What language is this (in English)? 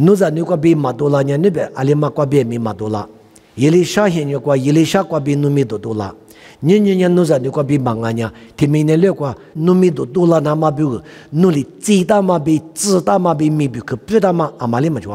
Lisu